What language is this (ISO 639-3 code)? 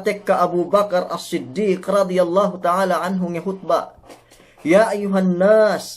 yka